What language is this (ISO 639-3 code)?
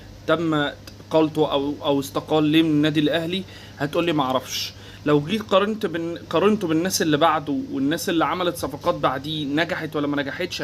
arz